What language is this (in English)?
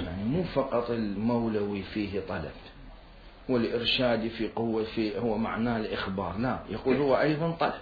Mesopotamian Arabic